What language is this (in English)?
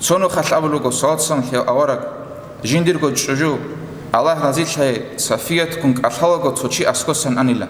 Avaric